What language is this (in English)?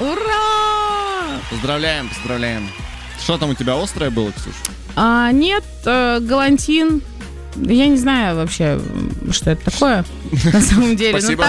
Russian